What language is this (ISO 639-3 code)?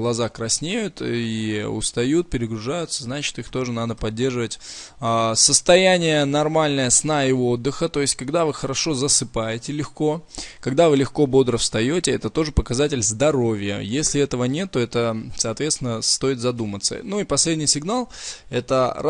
rus